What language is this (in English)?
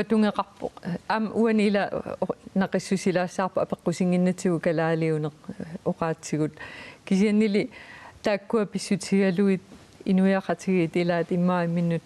Kalaallisut